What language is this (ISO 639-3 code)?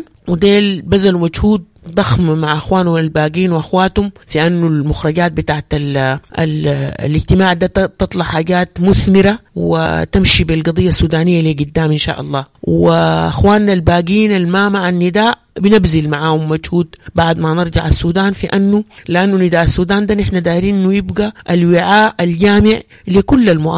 apd